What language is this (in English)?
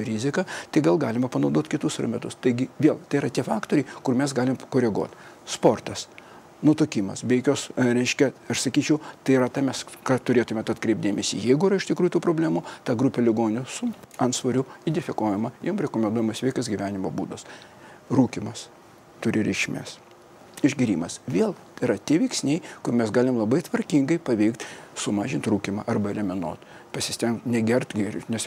Lithuanian